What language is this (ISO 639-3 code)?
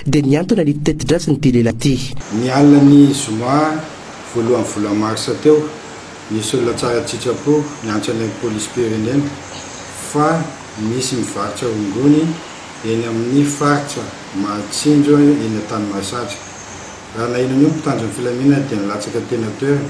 mlg